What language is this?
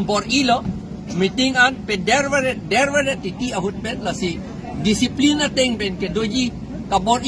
Karbi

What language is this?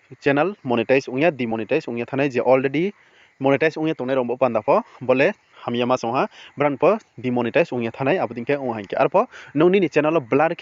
Riang (India)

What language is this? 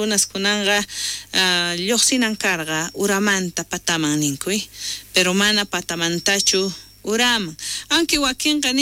South Bolivian Quechua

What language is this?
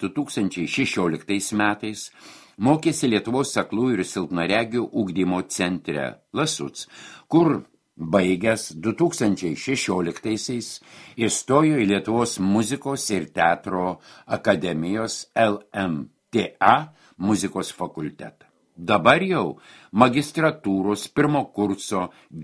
Lithuanian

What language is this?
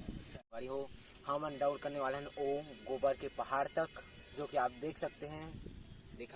Chhattisgarhi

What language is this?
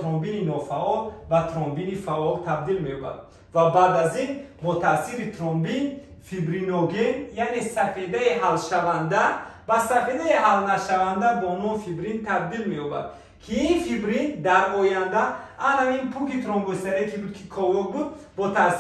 Tajik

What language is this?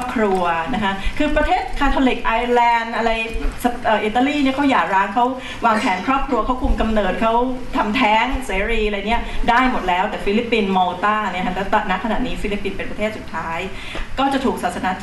Thai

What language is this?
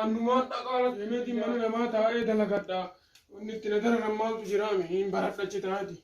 Oromo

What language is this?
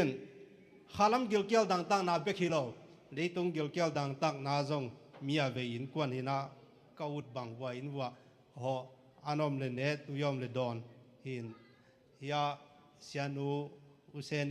Tedim Chin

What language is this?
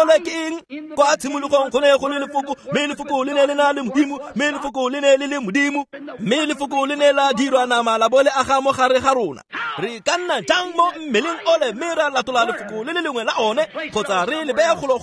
Tswana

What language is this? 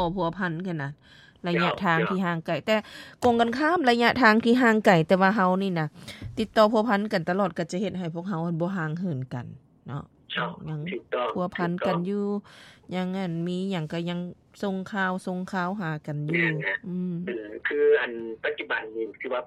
Lao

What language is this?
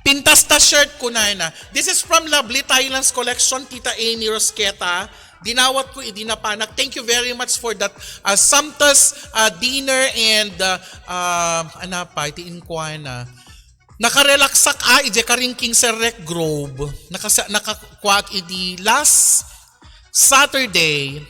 Iloko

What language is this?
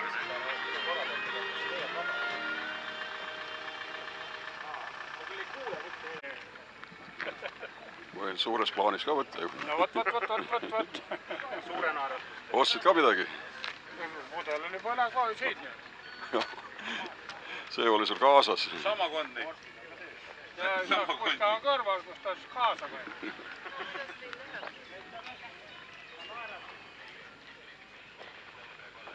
Estonian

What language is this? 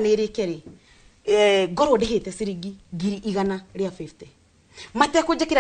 Kikuyu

